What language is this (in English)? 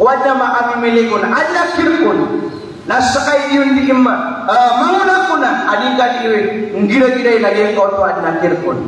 Maranao